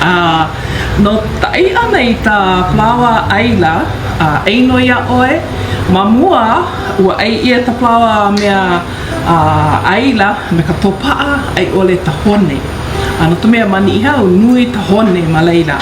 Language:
Hawaiian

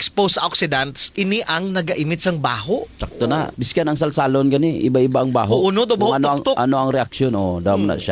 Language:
Hiligaynon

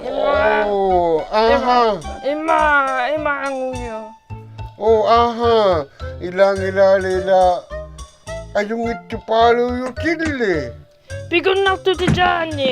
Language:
Inuktitut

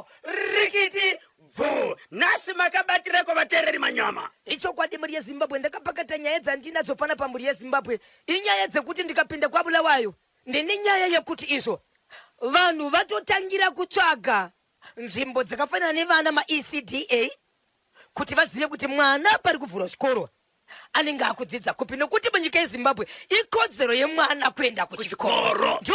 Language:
Shona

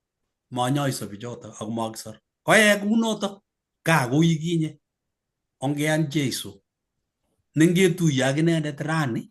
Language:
Kalenjin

